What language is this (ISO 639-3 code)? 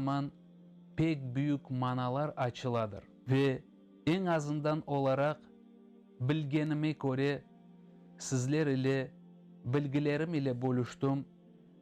crh